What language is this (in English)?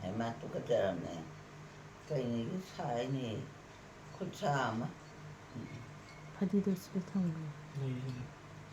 Manipuri